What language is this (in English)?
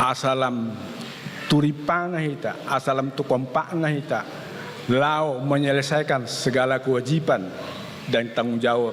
Batak Toba